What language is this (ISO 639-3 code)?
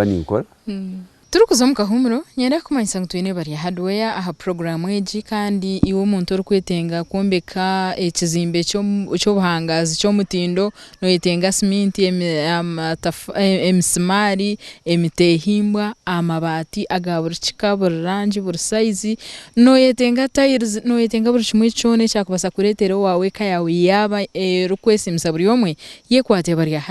nyn